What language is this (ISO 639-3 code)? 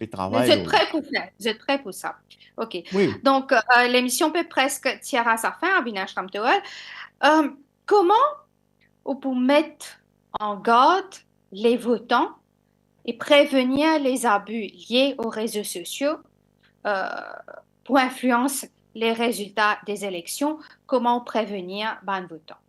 mfe